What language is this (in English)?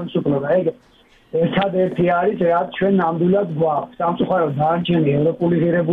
Georgian